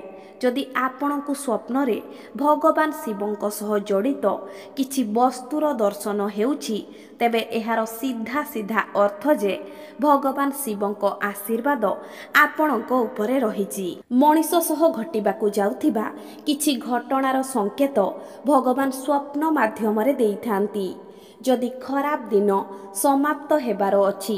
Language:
Odia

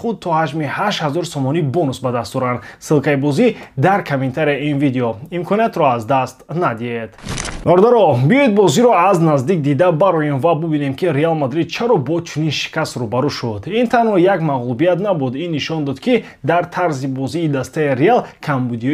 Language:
Tajik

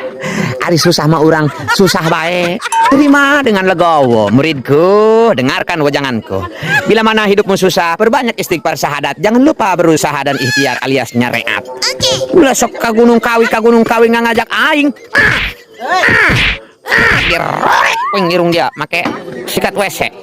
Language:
Sundanese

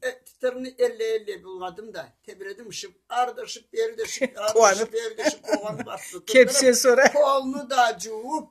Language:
Karachay-Balkar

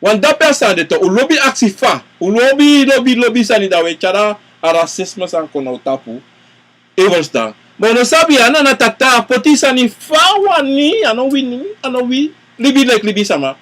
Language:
Sranan Tongo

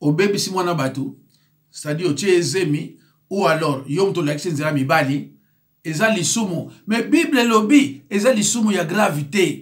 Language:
Lingala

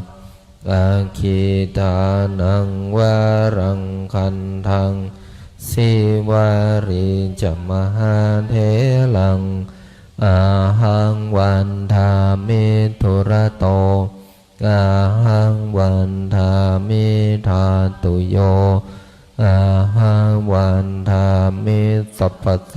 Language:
Pali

